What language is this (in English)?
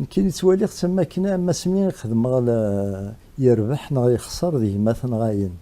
Kabyle